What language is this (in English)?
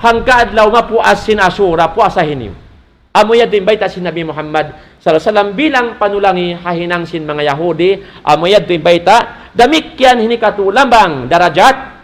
Tausug